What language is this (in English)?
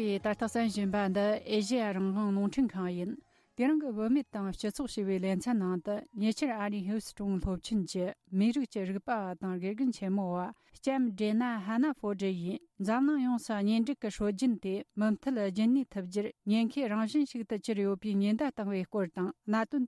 Tibetan